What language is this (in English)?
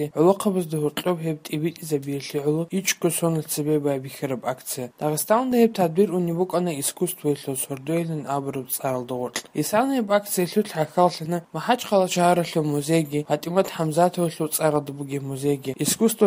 Avaric